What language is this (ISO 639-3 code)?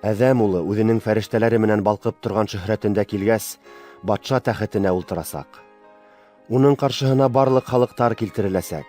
bak